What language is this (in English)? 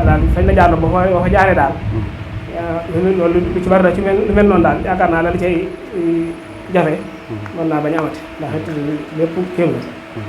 Wolof